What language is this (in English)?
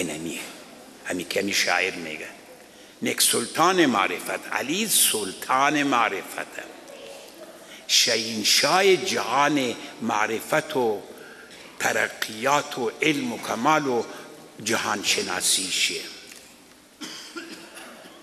Persian